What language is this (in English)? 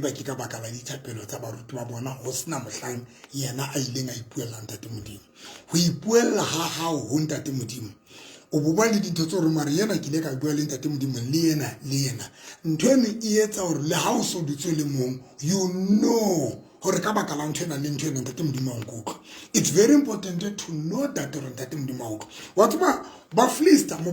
Southern Sotho